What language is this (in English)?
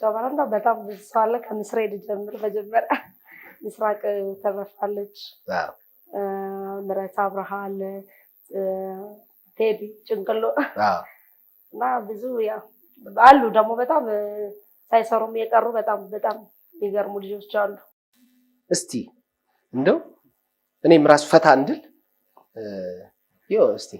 Amharic